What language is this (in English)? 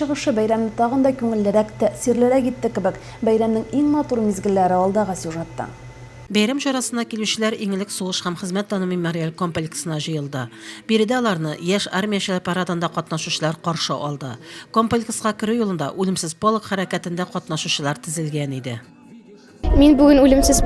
Tatar